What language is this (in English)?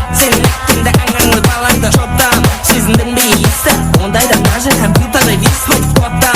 Kara-Kalpak